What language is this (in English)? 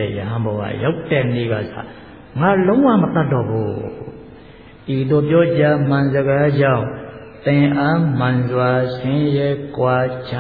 Burmese